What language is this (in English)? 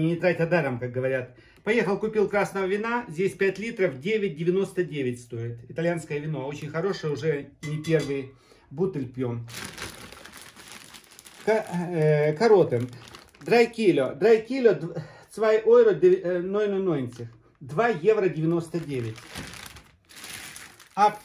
Russian